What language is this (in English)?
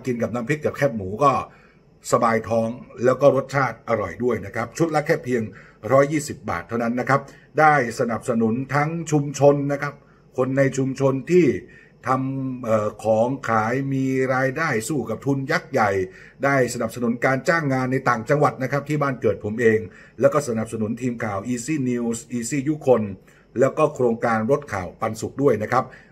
Thai